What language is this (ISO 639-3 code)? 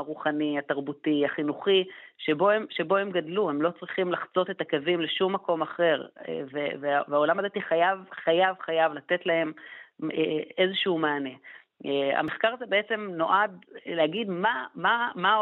heb